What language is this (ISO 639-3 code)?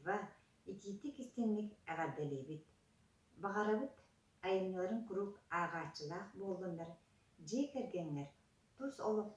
sah